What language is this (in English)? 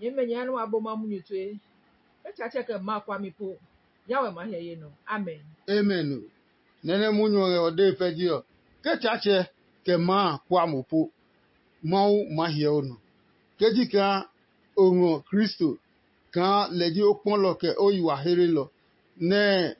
Adangme